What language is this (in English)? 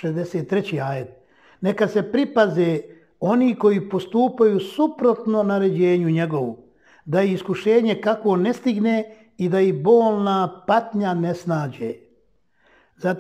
Bosnian